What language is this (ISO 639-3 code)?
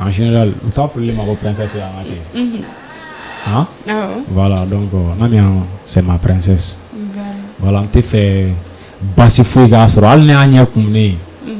bam